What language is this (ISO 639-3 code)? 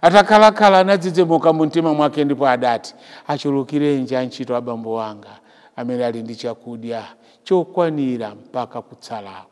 nya